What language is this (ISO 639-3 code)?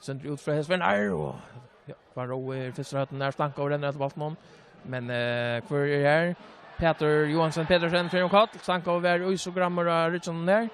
fao